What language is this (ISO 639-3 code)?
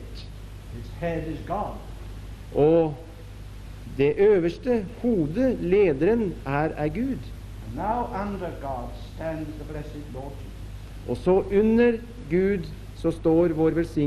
nor